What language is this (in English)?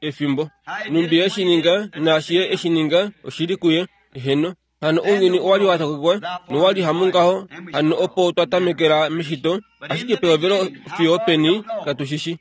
Kuanyama